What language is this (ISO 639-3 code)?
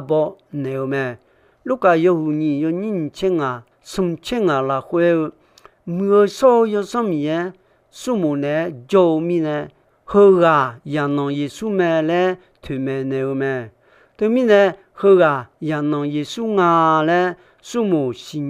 ahk